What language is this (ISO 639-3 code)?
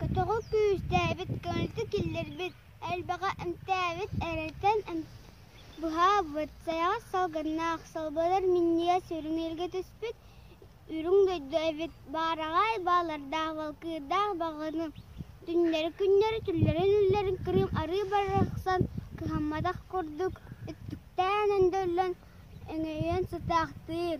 sah